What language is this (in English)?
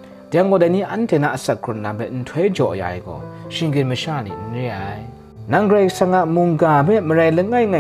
Kachin